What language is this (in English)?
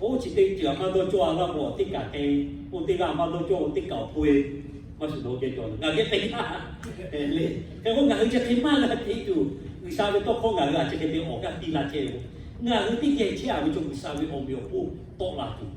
Lahu